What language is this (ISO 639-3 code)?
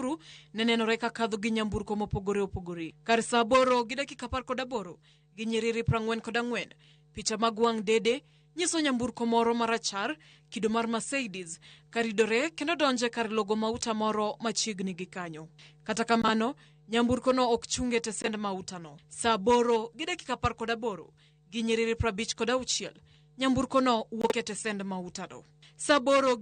luo